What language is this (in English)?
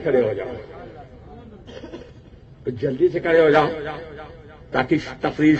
Urdu